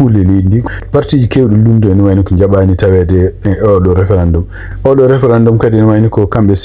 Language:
Fula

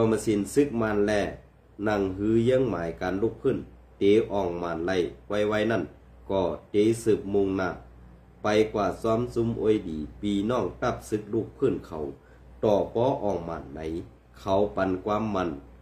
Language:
Shan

